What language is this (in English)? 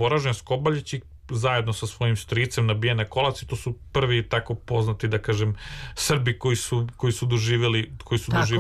Serbian